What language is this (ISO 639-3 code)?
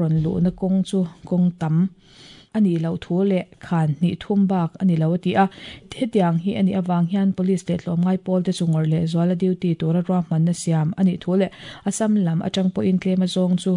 lus